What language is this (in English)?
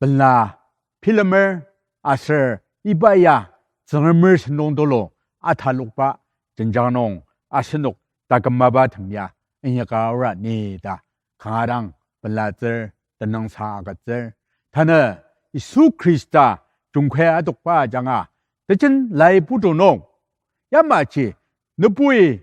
Ao Naga